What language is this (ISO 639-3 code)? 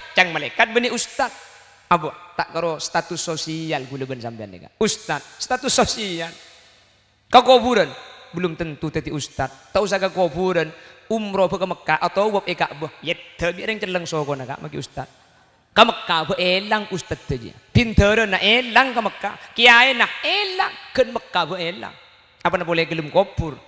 mad